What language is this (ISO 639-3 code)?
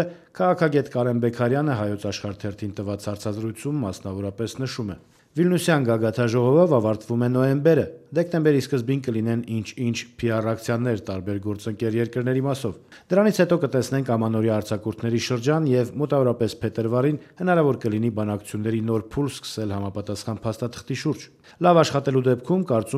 hye